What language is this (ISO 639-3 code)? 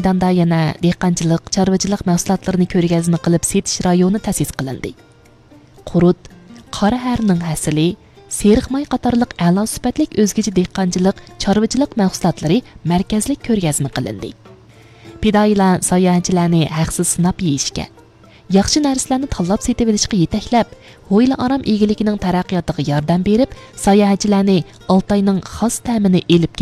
uig